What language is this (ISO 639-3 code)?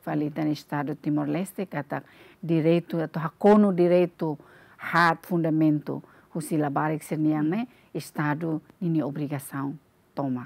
tet